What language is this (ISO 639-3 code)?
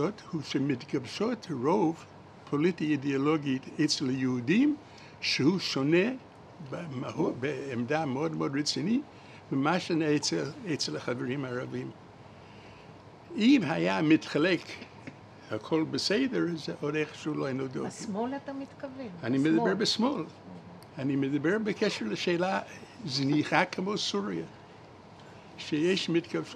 heb